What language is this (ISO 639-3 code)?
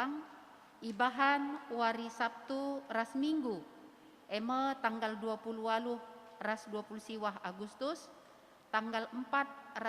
btx